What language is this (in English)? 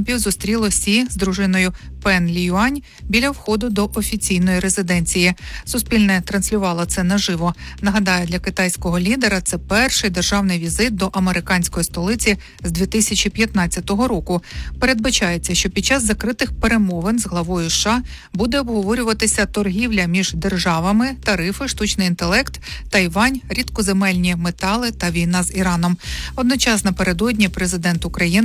Ukrainian